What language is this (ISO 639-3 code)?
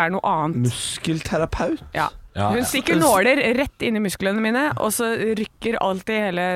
nor